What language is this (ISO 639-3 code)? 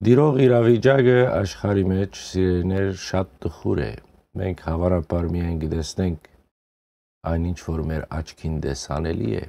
hyw